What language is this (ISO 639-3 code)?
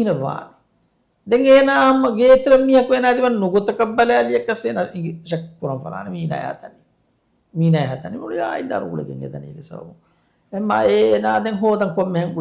div